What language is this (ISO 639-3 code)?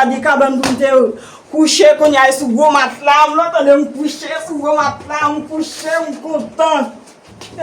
hat